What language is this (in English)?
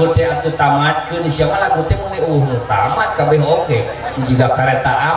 Sundanese